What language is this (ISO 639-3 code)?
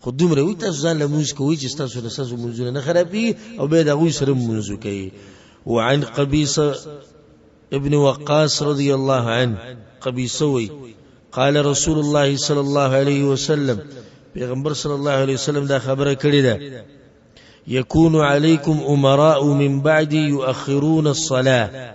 pus